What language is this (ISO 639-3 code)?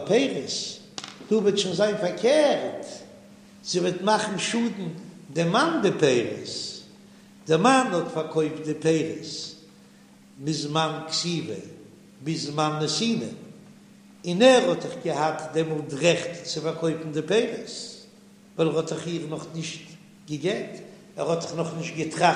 yid